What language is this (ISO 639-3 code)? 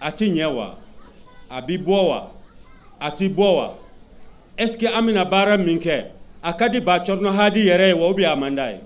bam